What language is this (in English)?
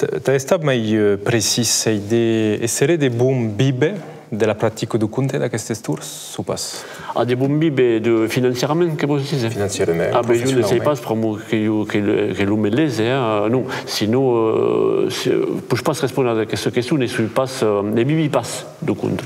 Occitan